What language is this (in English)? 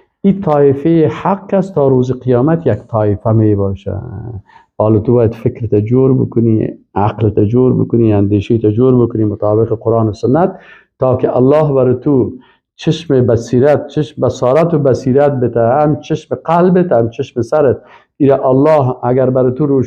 Persian